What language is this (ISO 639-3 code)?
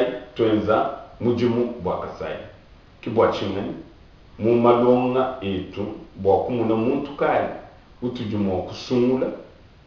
lua